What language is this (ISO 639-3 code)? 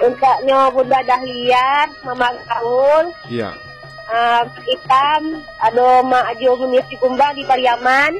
min